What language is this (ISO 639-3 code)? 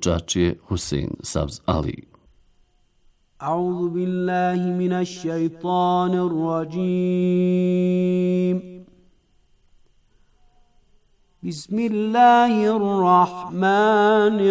bos